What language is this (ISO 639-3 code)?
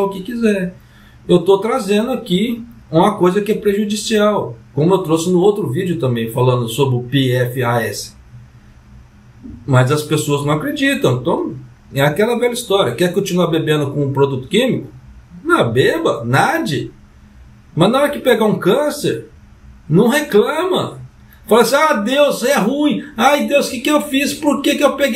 por